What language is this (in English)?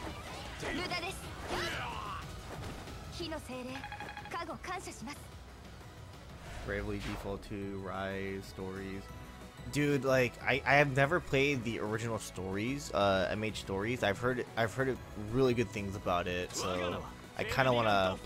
Japanese